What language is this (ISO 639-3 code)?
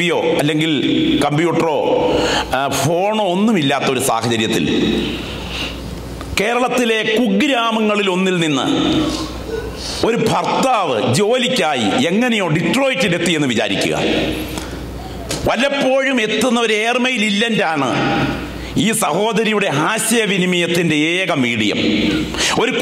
mal